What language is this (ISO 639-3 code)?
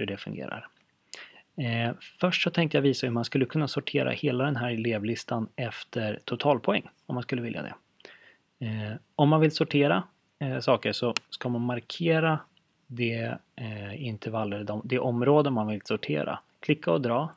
swe